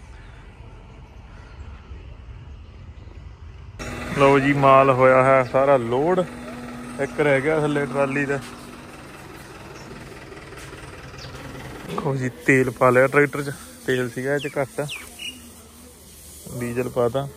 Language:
Punjabi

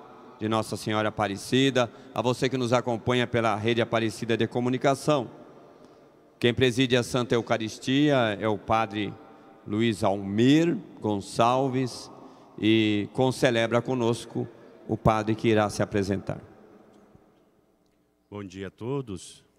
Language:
Portuguese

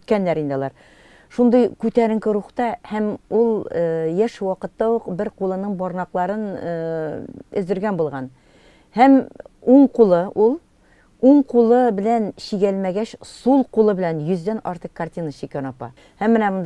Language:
Tatar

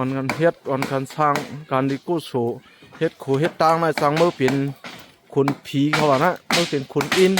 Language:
Shan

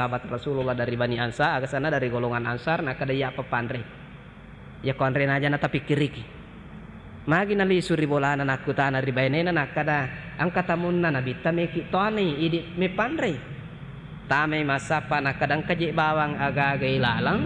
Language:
Buginese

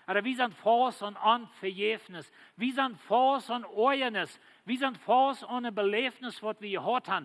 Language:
Plautdietsch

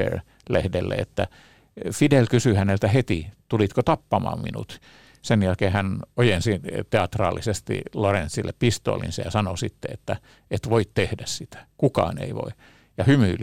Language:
Finnish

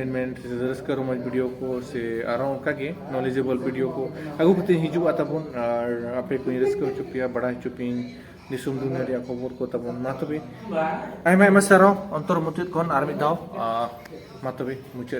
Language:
Santali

